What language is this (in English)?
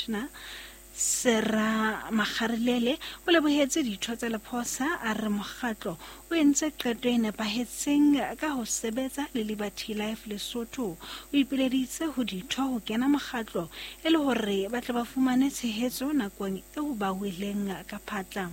Southern Sotho